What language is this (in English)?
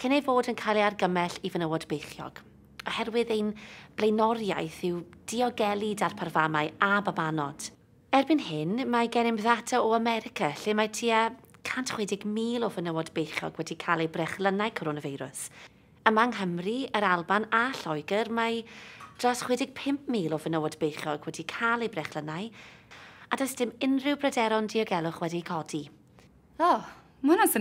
Welsh